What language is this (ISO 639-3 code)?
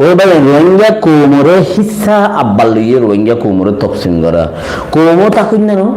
rhg